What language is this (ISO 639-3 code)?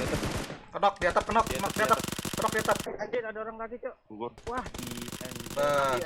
bjn